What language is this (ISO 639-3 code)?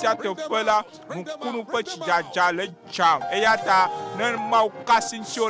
ewe